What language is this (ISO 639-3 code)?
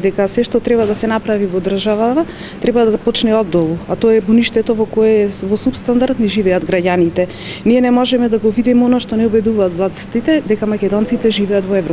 mkd